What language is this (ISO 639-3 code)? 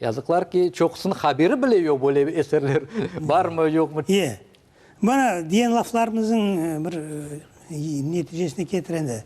crh